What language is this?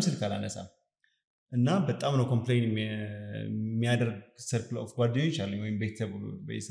Amharic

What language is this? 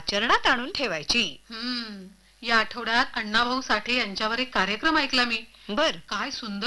Marathi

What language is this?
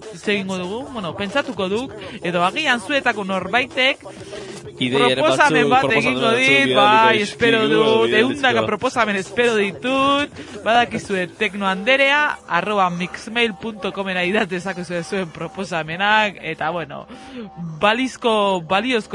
Basque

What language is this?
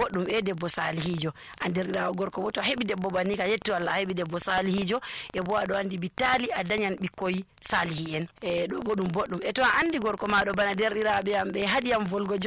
Nigerian Fulfulde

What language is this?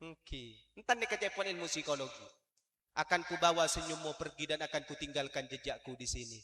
Madurese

